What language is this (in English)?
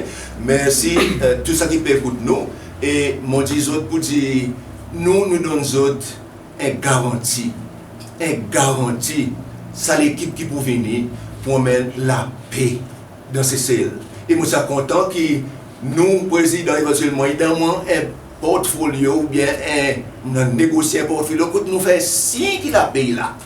Seselwa Creole French